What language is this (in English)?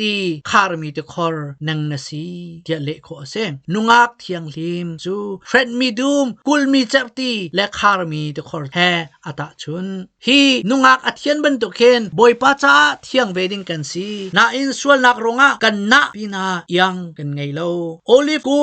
Hakha Chin